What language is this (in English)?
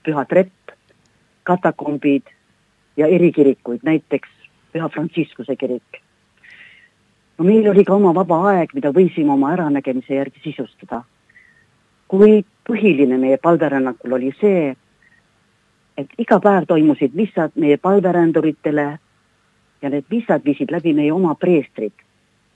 Estonian